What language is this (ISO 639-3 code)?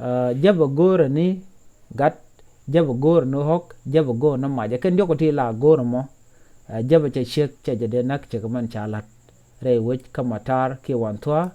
nus